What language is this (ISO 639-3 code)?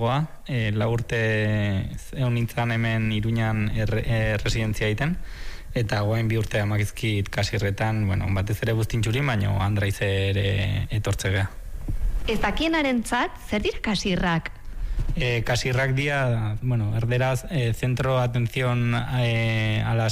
eus